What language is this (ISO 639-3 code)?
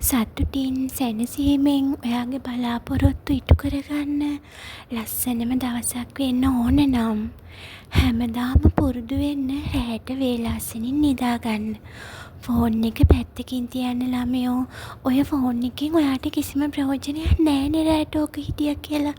sin